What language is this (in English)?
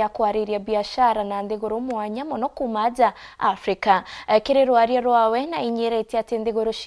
Meru